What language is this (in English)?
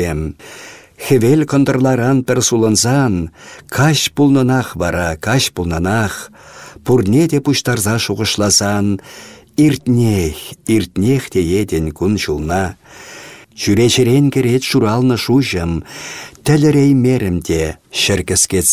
Chuvash